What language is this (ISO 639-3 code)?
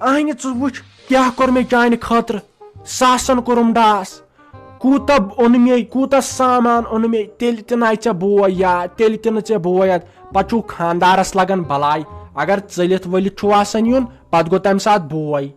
kas